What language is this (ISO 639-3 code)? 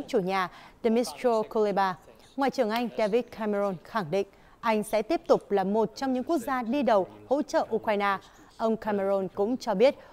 vie